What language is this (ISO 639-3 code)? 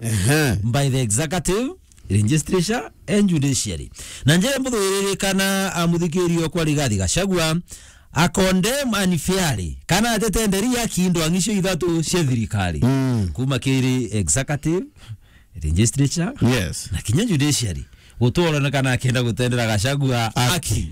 mer